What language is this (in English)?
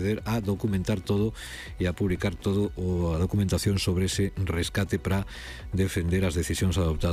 Galician